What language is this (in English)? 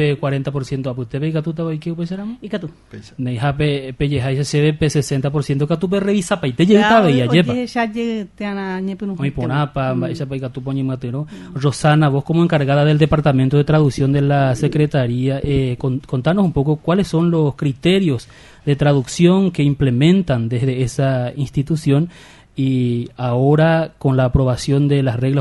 Guarani